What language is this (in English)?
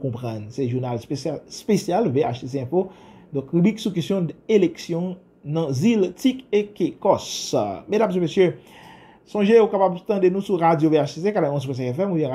Haitian Creole